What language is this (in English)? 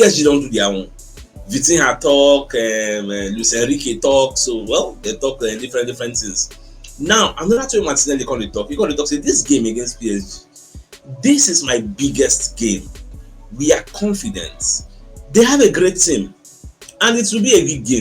Nigerian Pidgin